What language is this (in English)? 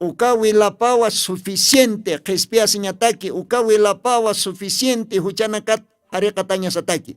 Aymara